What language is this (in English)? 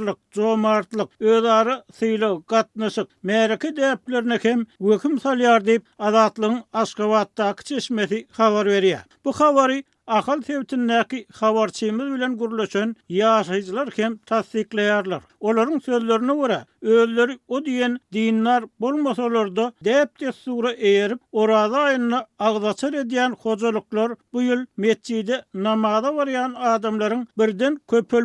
Turkmen